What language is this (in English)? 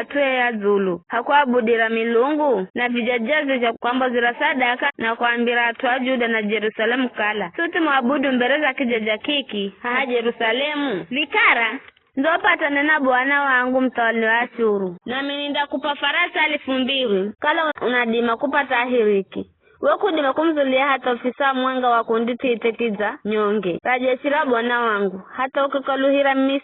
Giryama